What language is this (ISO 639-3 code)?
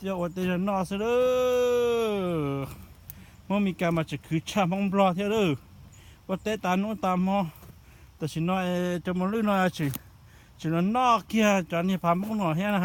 hmn